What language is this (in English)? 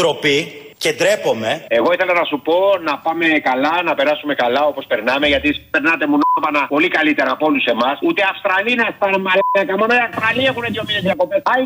Greek